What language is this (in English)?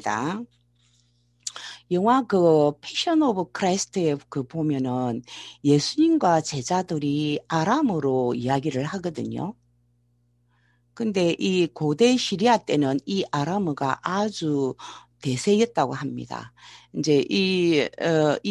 Korean